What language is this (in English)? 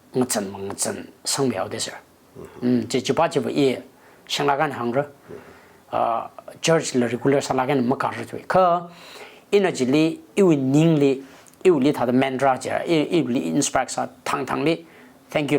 Tangkhul Naga (India)